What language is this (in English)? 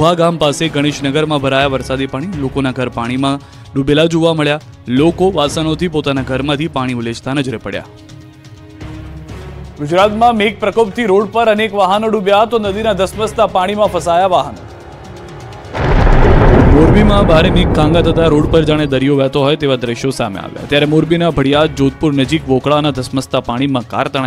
Gujarati